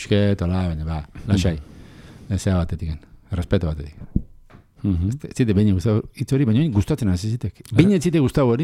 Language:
Basque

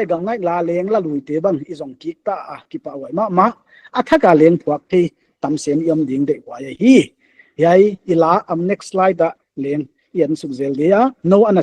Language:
Paite Chin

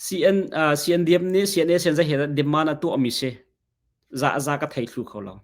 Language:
Hakha Chin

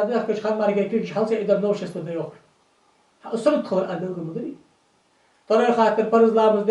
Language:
Ingush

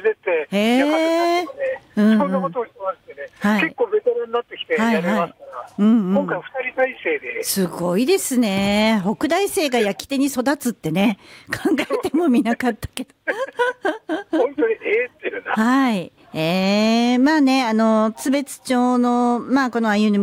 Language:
Japanese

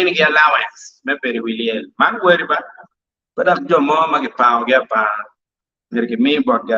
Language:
Acoli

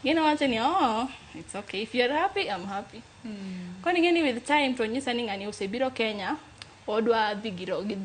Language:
Luo (Kenya and Tanzania)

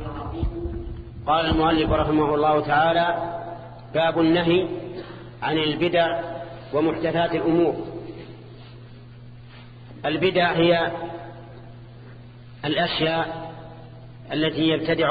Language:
Arabic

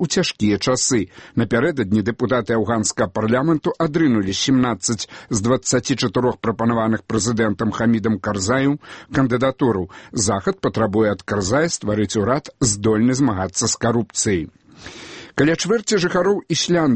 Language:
Belarusian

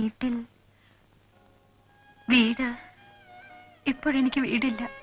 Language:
Malayalam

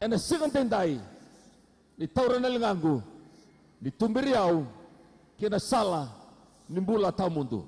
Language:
Fijian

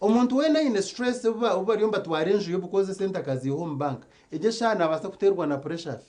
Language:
Nyankole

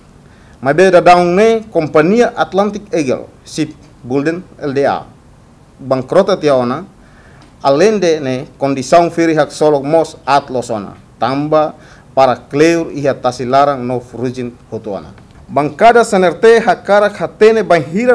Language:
Tetum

